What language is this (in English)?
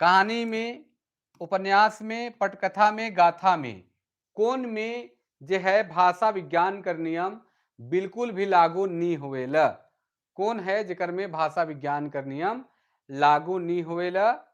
Sadri